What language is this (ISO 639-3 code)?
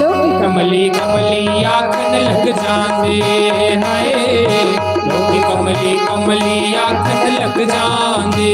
doi